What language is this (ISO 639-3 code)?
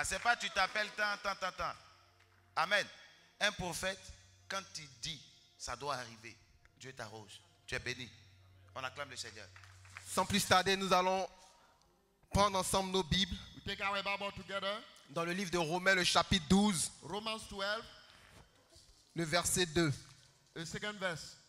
fra